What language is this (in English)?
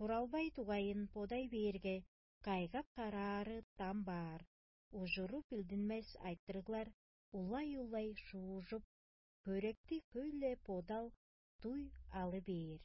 Tuvinian